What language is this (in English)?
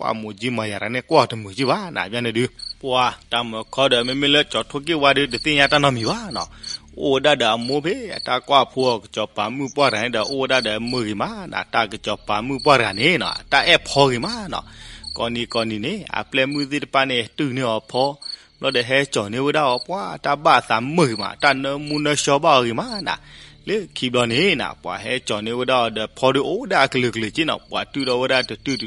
S'gaw Karen